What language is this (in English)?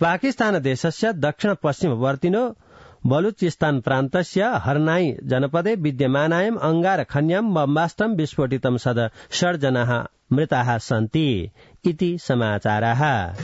Sanskrit